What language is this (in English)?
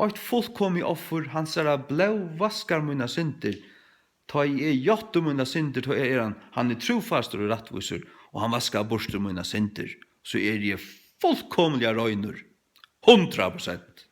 Faroese